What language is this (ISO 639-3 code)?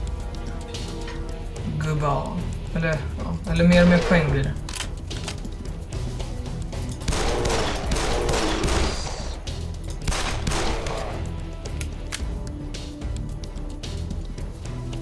swe